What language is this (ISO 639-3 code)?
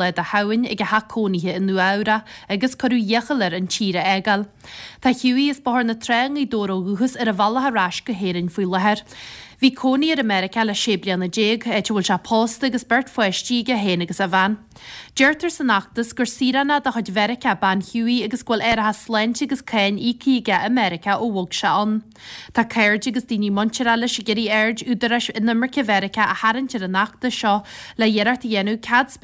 gle